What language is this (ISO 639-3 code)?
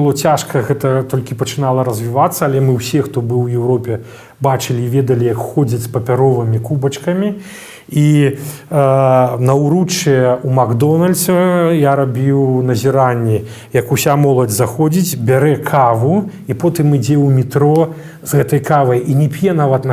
bel